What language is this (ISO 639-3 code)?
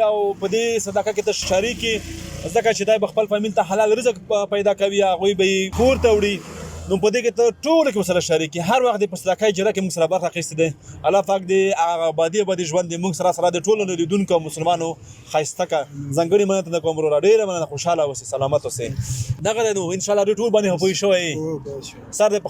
pus